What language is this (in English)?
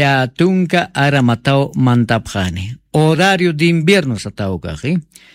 Aymara